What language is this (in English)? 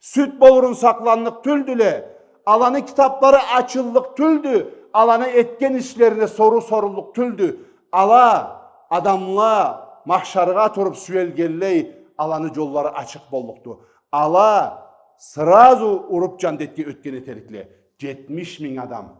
Karachay-Balkar